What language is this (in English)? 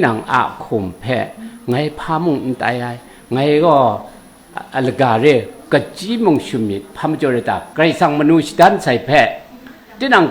Kachin